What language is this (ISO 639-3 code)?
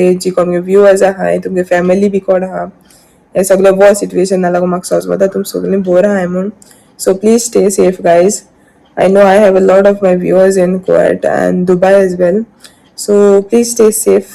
kok